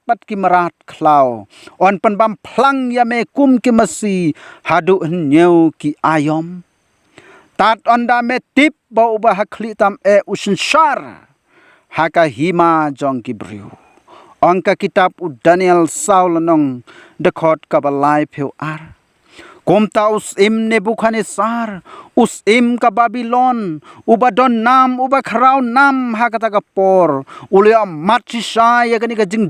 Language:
Khasi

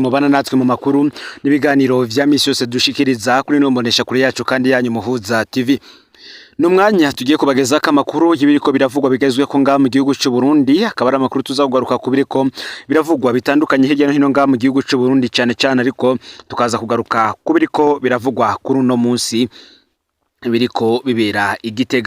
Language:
Rundi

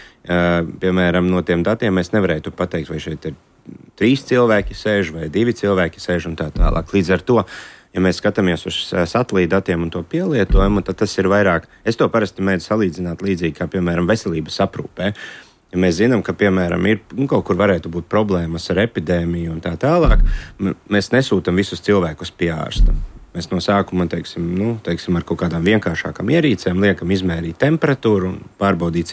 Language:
Latvian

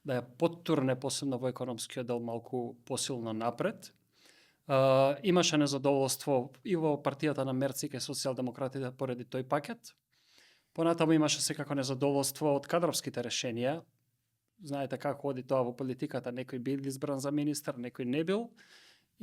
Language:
Macedonian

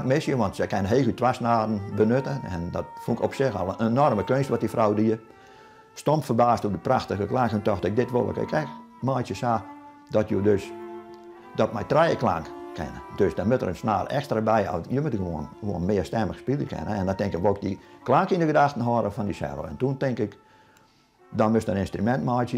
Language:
Western Frisian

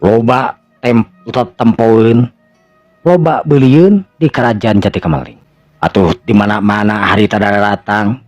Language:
Sundanese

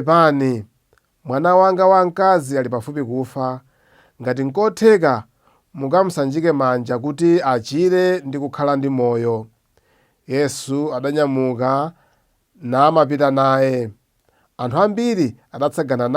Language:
Nyanja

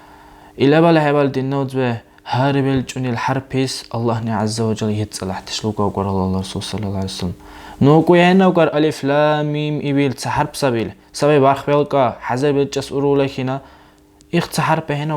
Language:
Dargwa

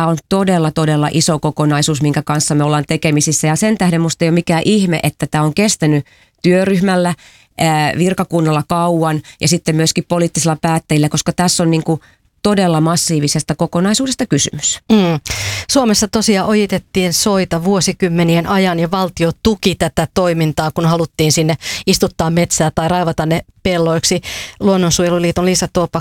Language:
Finnish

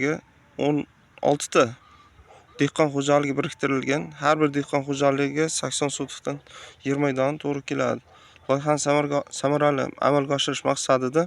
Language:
Uzbek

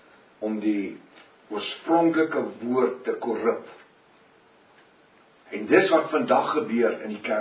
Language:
Afrikaans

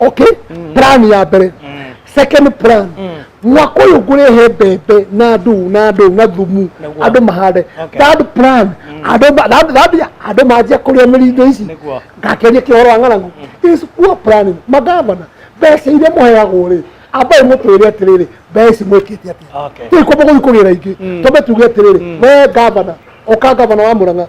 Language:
Kikuyu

